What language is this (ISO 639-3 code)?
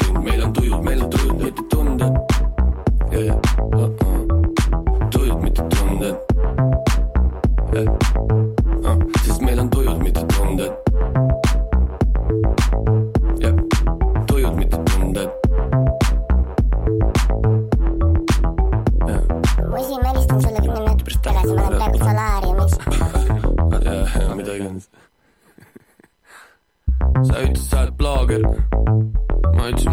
est